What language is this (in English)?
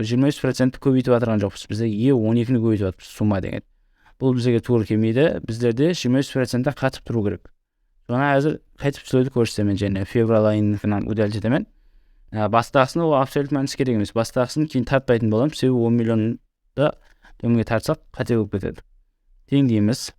Kara-Kalpak